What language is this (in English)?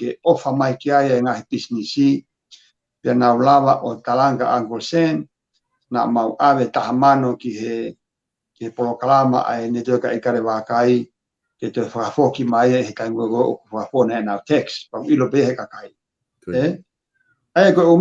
Tongan